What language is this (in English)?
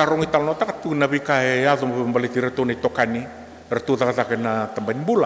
Fijian